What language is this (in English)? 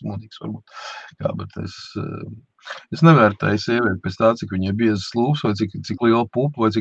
Latvian